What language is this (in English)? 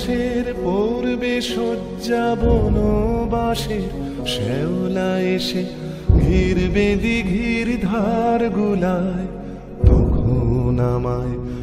Bangla